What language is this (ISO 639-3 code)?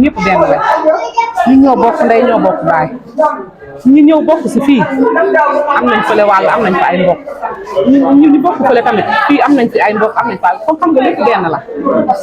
wol